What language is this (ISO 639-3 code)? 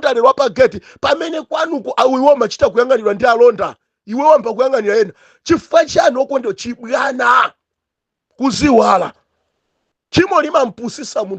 nya